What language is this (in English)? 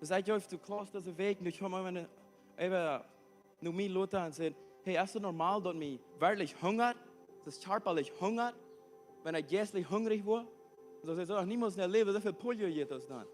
Plautdietsch